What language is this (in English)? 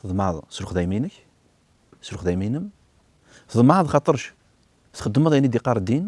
Kabyle